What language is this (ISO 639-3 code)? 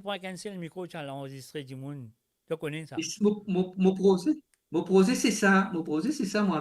mfe